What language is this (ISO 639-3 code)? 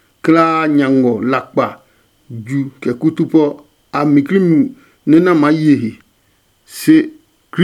ada